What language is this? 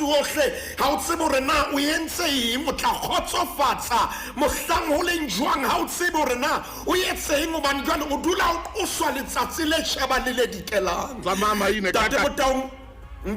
Southern Sotho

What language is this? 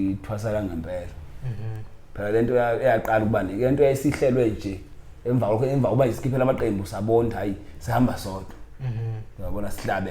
Zulu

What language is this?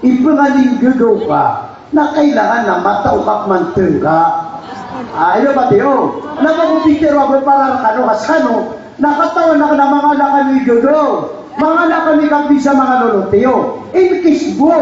Maranao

